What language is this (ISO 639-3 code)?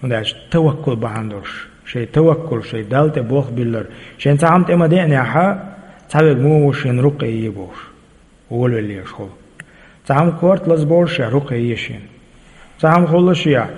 che